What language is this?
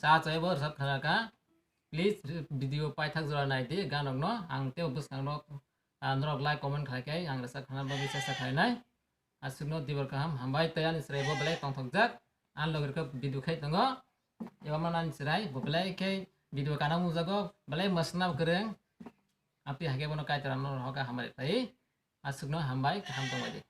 Kok Borok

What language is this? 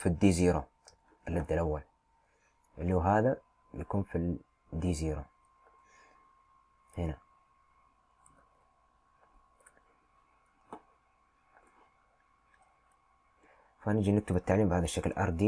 Arabic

